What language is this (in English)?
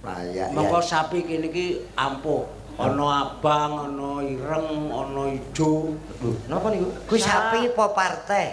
Javanese